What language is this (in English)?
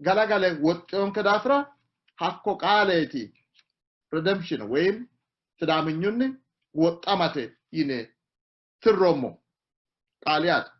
Sidamo